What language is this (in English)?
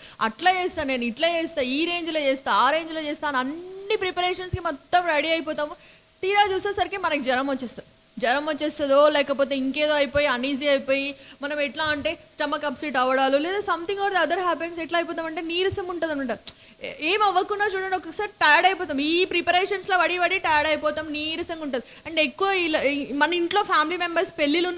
Telugu